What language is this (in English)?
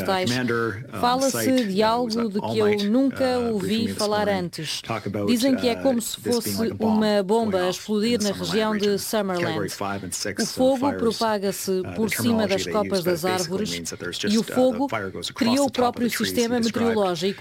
Portuguese